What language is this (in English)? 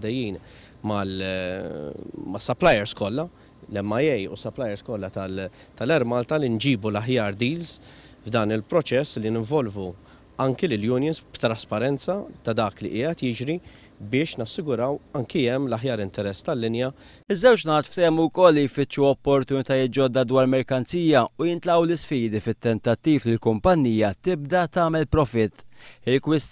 Maltese